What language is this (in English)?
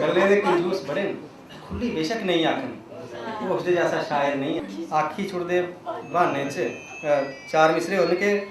Dogri